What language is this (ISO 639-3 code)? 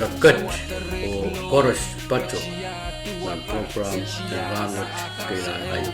pon